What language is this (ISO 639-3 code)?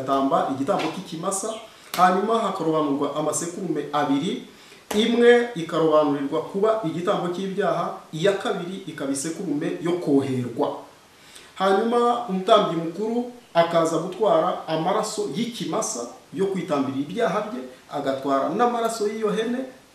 kin